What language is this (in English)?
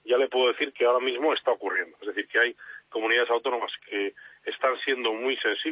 Spanish